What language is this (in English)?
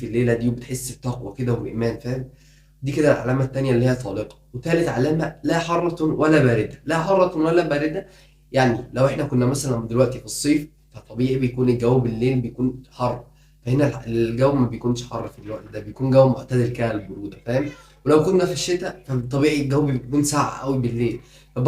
Egyptian Arabic